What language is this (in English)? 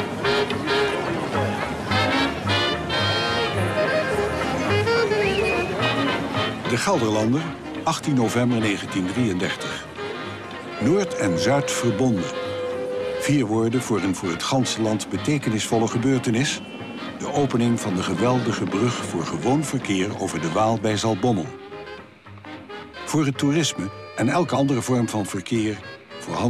Dutch